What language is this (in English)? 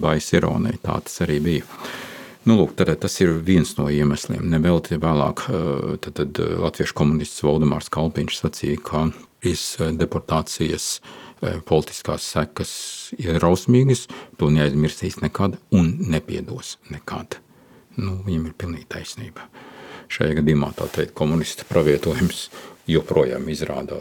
Latvian